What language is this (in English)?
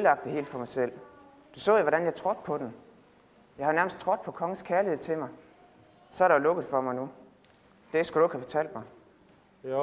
Danish